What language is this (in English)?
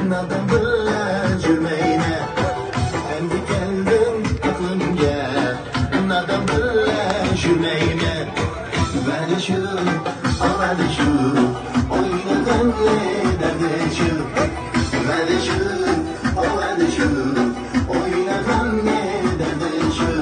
Uyghur